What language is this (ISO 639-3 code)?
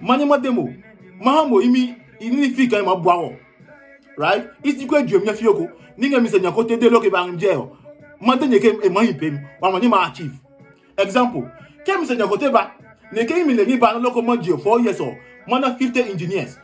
ada